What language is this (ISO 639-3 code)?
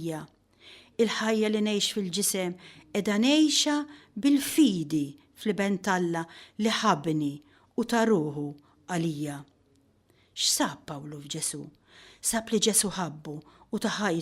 mlt